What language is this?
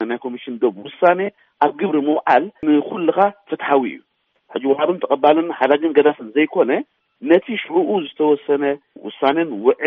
Tigrinya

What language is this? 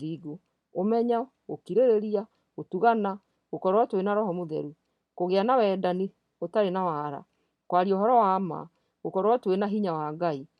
Kikuyu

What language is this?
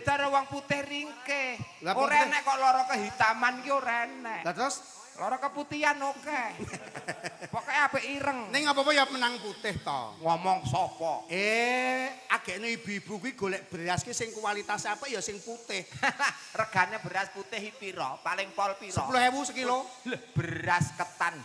Javanese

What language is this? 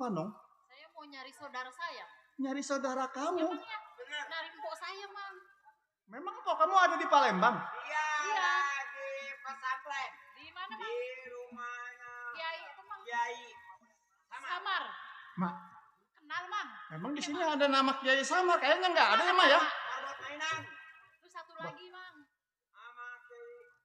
Betawi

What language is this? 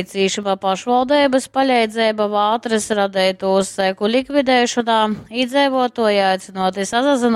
Latgalian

